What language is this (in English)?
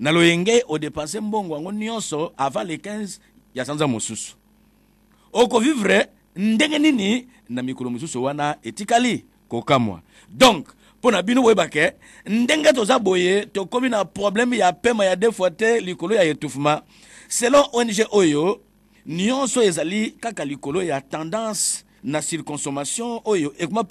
Lingala